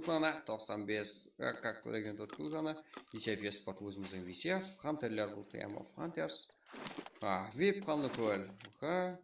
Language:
Kara-Kalpak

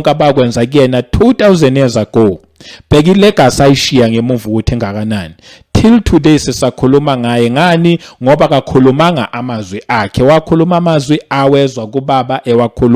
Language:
Zulu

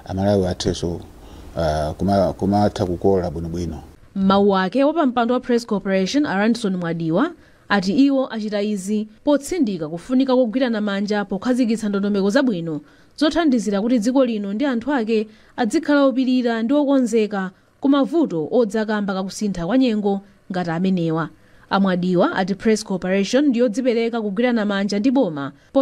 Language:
Nyanja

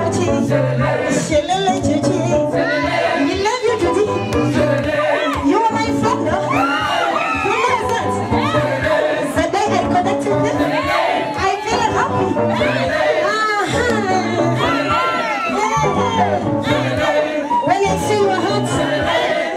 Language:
Swahili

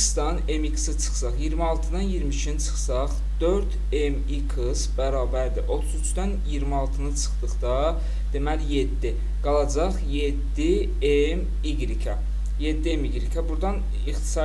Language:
Azerbaijani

